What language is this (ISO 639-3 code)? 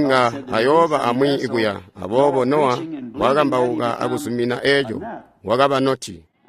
toi